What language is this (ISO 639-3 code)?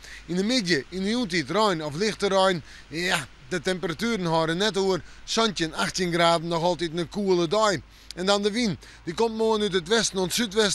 fry